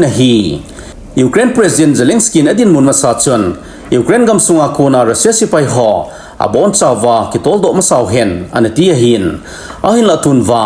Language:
Thado Chin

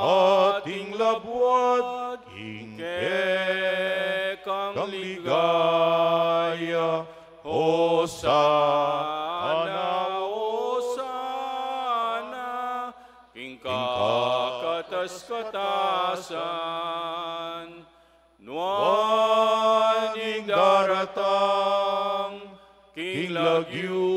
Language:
Pampanga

